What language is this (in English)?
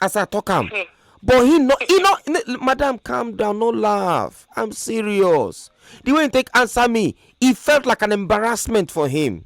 Nigerian Pidgin